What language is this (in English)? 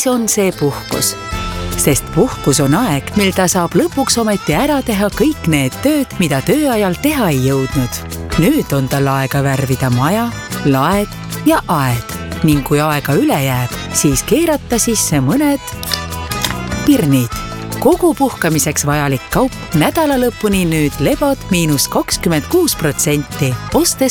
Estonian